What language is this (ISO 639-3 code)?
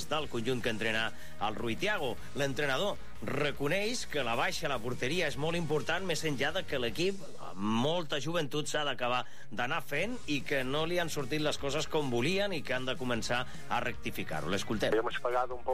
cat